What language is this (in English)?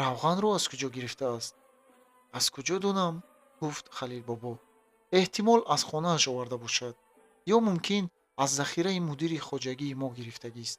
Tajik